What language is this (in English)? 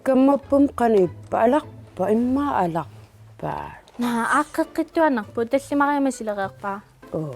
Kalaallisut